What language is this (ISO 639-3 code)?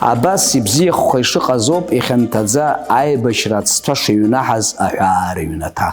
abk